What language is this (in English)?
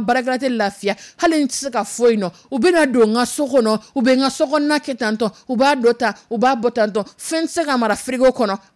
Dyula